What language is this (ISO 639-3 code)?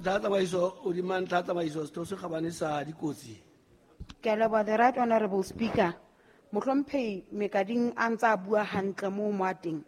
sot